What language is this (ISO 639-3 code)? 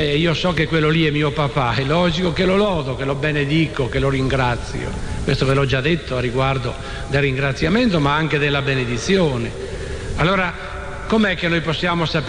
ita